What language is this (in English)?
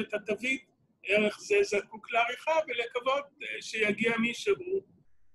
Hebrew